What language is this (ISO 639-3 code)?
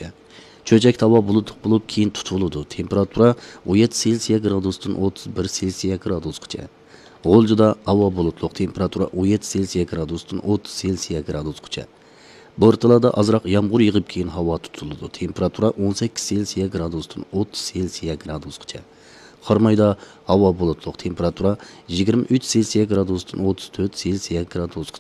uig